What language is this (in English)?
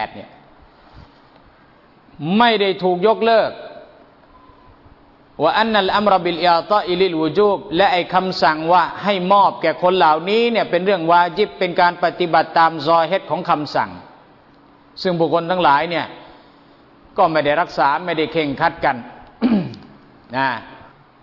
Thai